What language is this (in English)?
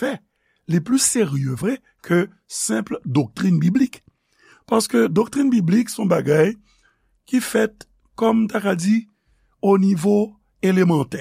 Haitian Creole